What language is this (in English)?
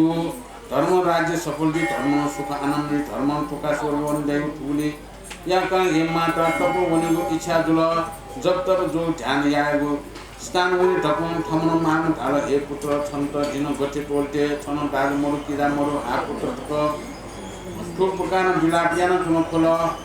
Newari